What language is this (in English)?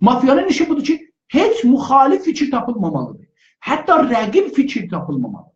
South Azerbaijani